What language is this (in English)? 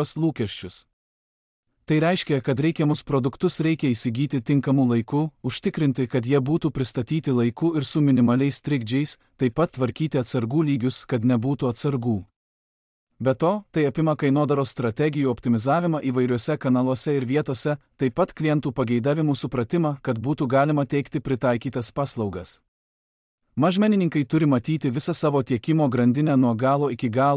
Lithuanian